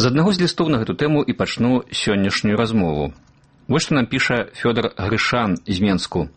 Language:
Belarusian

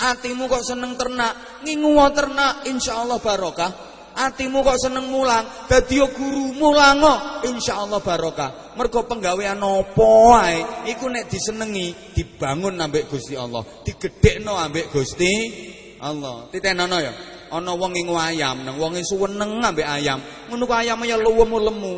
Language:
Javanese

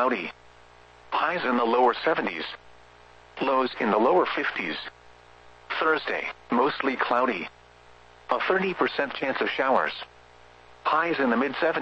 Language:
English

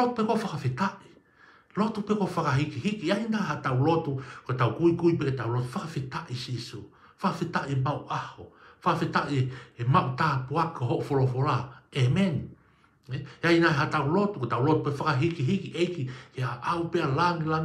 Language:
Tongan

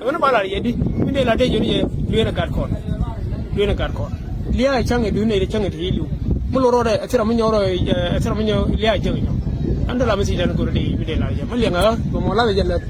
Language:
Nuer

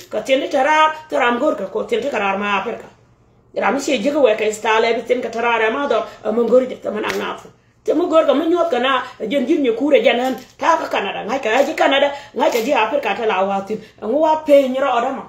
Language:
Nuer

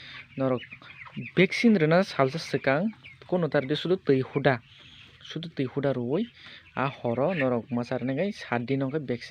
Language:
Kok Borok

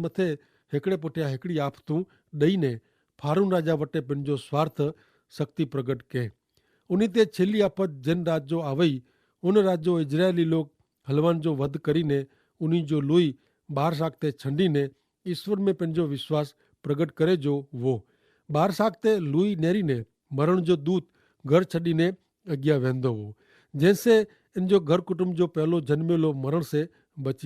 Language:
Kachhi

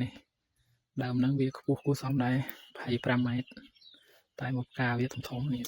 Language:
Khmer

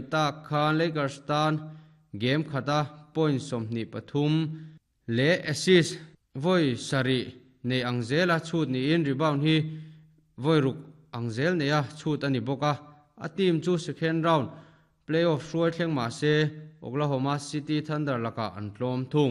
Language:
Mizo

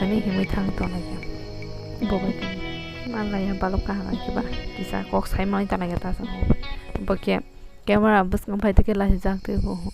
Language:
Kok Borok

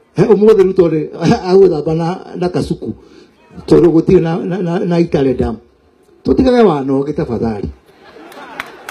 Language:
Kikuyu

